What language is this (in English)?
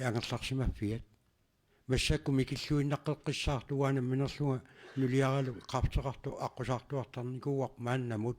Kalaallisut